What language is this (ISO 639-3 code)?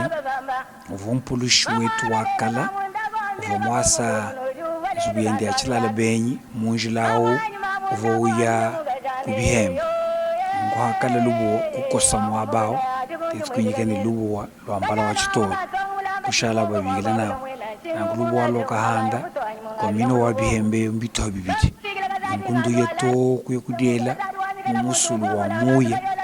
lua